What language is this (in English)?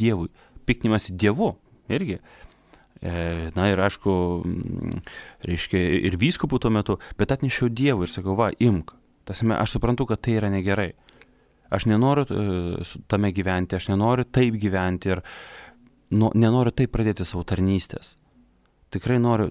Lithuanian